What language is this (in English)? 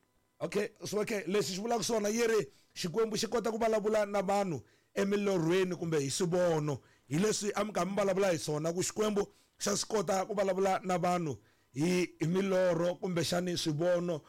Tsonga